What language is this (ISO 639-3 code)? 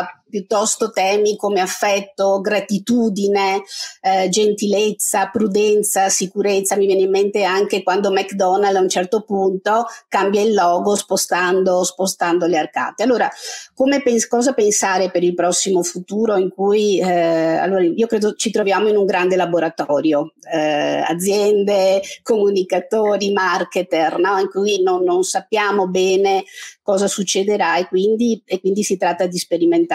ita